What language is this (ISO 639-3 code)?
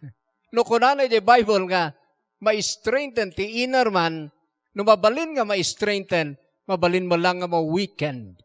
ilo